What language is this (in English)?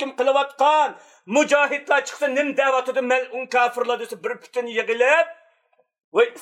Uyghur